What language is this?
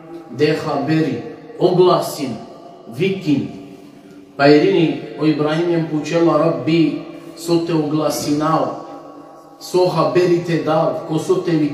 Balkan Romani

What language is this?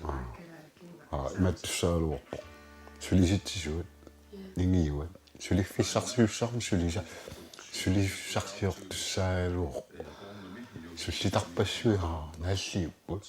Kalaallisut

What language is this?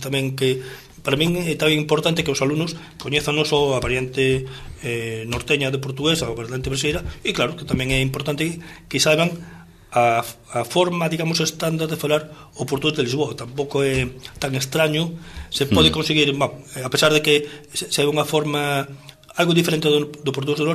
Galician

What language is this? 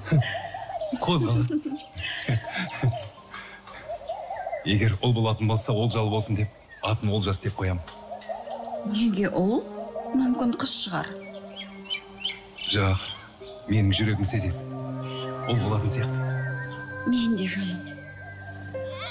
Kazakh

